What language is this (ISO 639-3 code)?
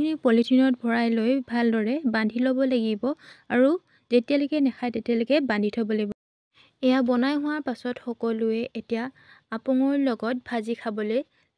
asm